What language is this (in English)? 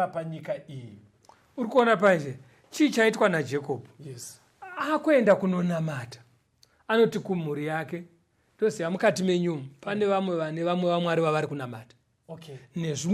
Shona